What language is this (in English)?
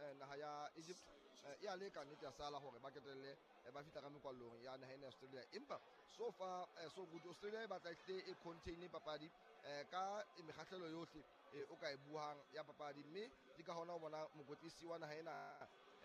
Southern Sotho